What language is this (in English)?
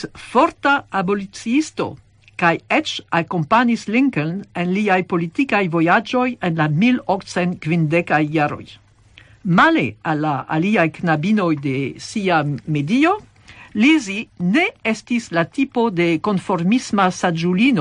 Esperanto